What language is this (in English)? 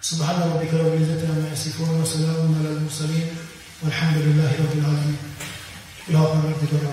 Tajik